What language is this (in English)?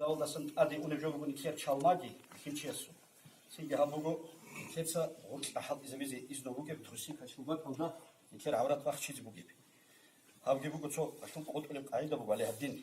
Avaric